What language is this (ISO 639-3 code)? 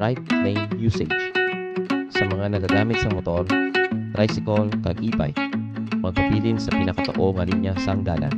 hil